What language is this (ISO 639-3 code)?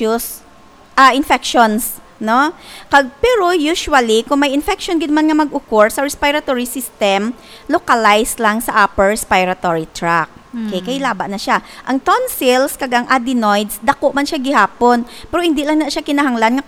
hil